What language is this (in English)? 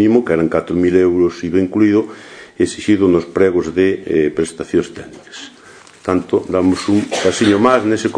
Galician